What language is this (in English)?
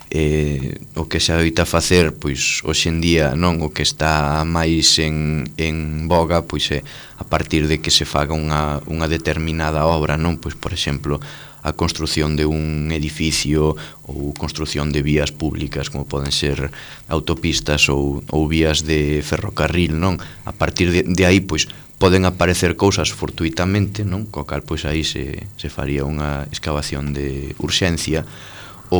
Galician